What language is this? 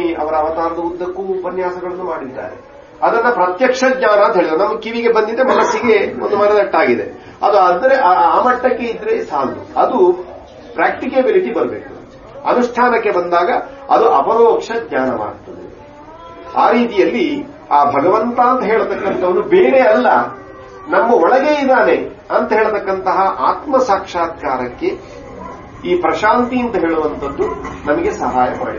Kannada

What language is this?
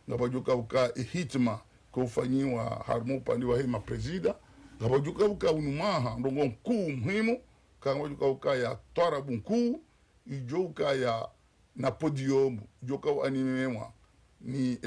Ngazidja Comorian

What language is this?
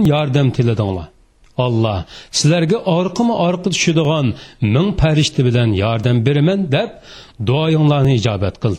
Uyghur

